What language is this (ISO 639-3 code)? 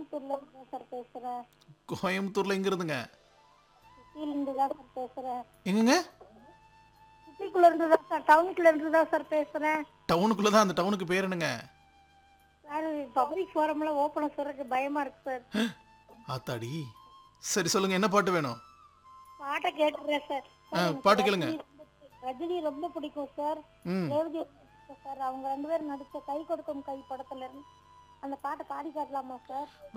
tam